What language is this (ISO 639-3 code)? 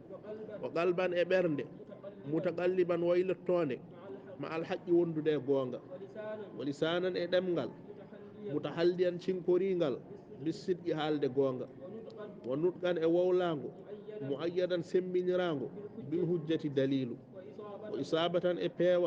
ful